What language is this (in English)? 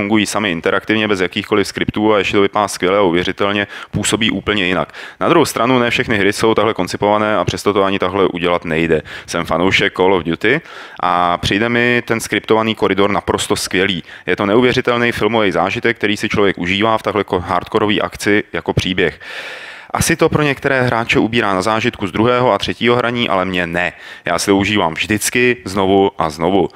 Czech